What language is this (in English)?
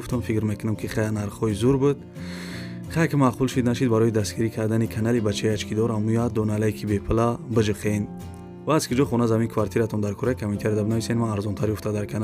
Tajik